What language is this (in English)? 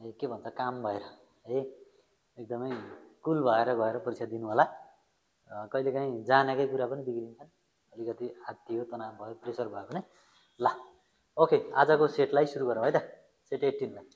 Nepali